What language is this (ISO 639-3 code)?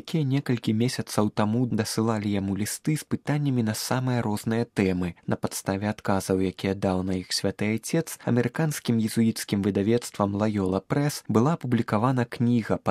bel